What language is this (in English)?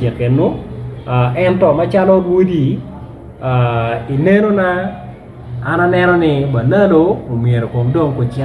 Acoli